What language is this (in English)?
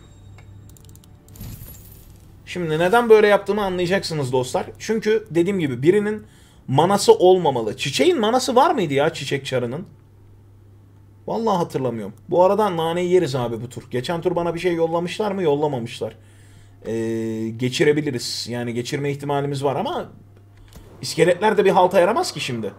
Turkish